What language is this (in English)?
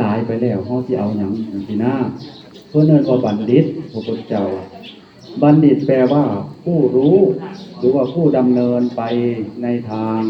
Northeastern Thai